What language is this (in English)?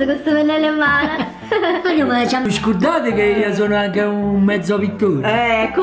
Italian